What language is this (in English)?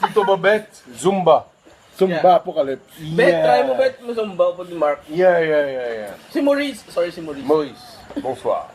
Hiligaynon